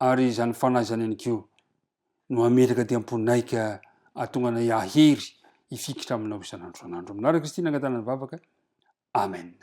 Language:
Malagasy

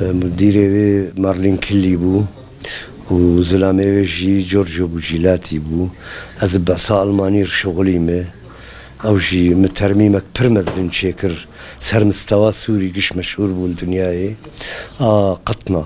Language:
Kurdish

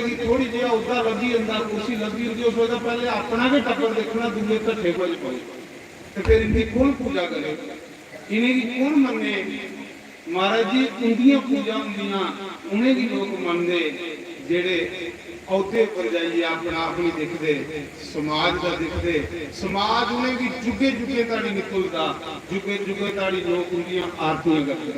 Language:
Dogri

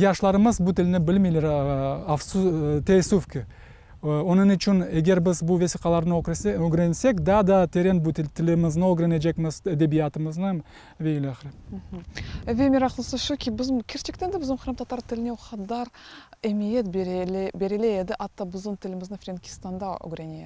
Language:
Crimean Tatar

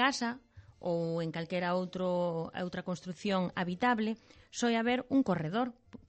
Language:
Galician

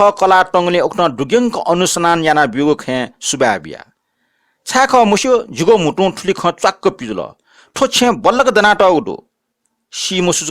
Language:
Newari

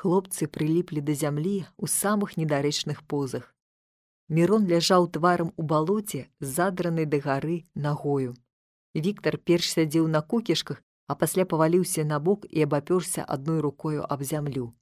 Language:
Belarusian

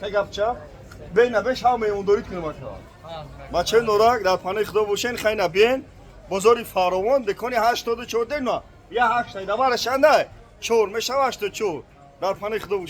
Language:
Tajik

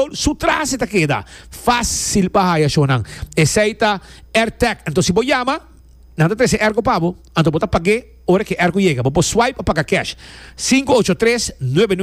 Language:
Papiamento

